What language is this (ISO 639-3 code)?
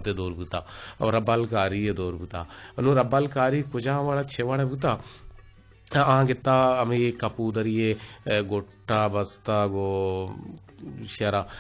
bgp